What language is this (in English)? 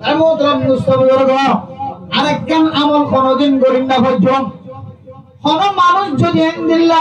Rohingya